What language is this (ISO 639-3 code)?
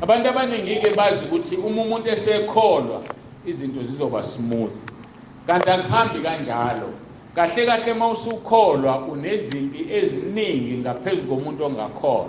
zul